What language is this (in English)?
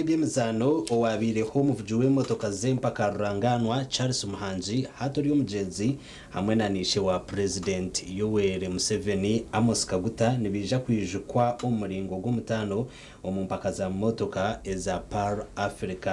Nyankole